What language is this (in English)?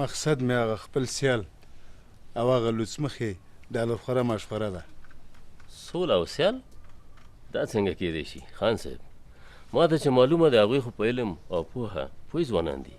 Pashto